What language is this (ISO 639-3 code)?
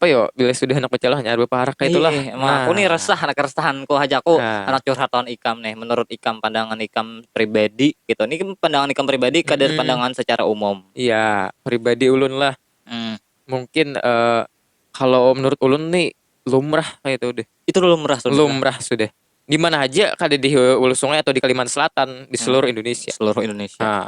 bjn